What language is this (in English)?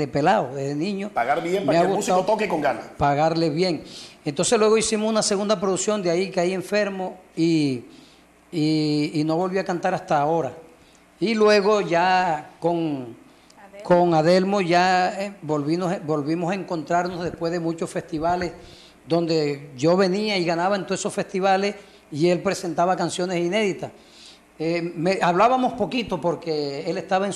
Spanish